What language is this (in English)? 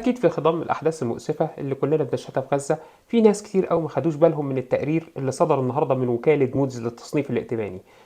Egyptian Arabic